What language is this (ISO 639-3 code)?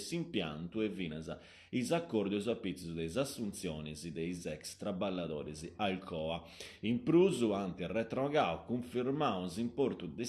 srd